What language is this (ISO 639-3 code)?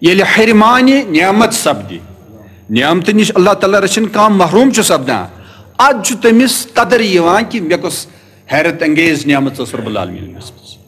kas